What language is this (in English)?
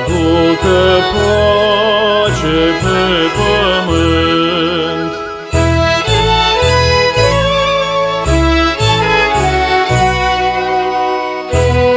Romanian